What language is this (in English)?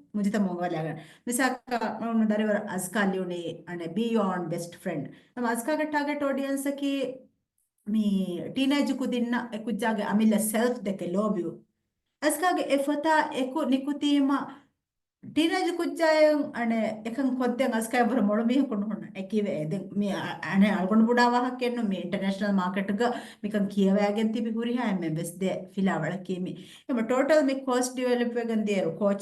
Divehi